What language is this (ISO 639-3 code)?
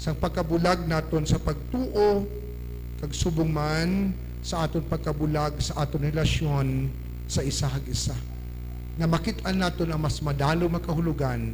hil